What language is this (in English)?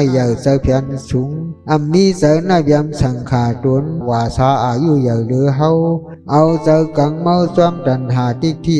Shan